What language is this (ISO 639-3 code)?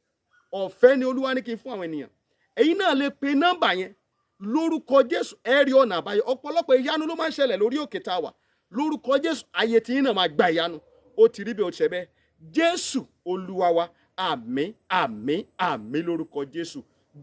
yor